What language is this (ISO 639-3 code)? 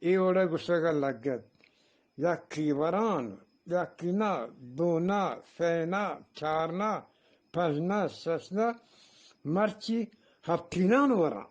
bgp